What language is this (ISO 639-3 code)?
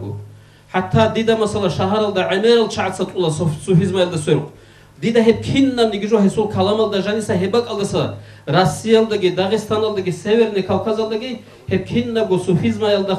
ava